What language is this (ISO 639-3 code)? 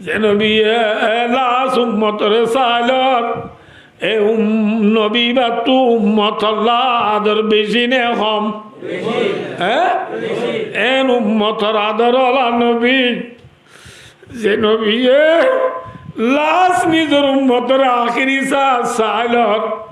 rhg